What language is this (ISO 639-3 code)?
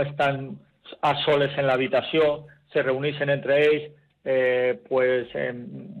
cat